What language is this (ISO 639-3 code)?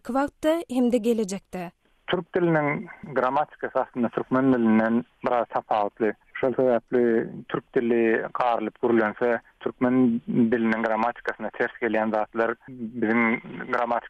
tuk